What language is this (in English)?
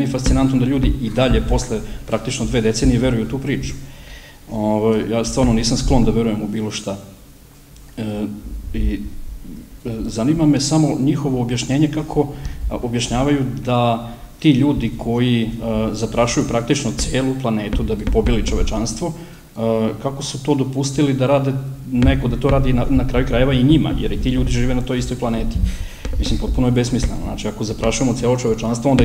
Serbian